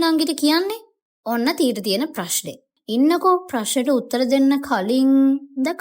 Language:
Sinhala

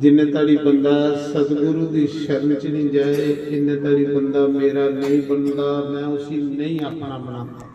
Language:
Dogri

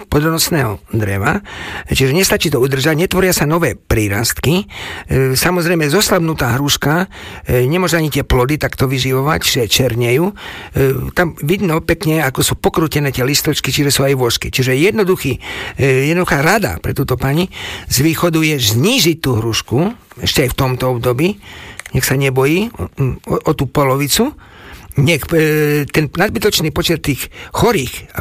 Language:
Slovak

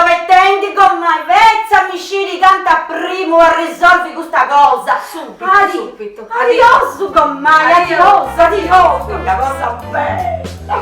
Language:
Sardinian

